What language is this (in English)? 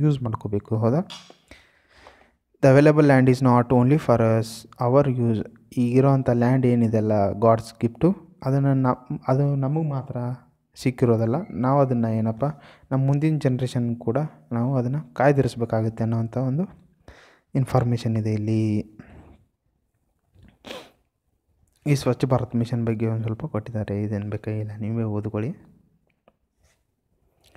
Kannada